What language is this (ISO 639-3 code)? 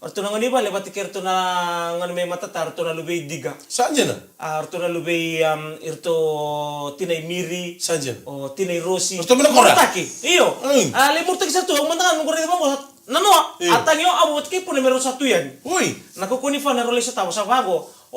fij